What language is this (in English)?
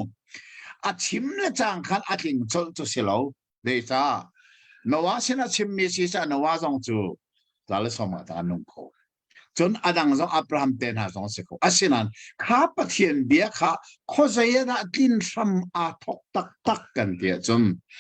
Hakha Chin